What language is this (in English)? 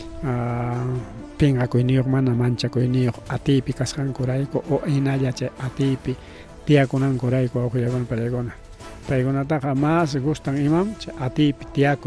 Ayacucho Quechua